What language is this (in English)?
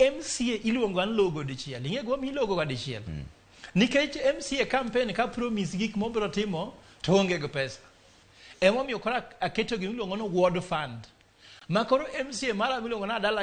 Luo (Kenya and Tanzania)